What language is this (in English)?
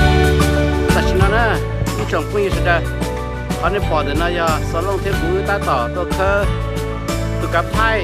Hmong